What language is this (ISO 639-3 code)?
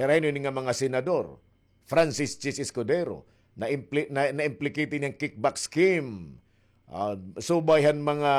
war